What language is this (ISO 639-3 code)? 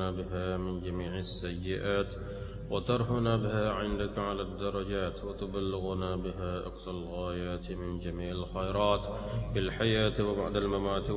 ara